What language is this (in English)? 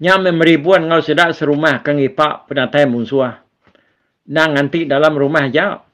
Iban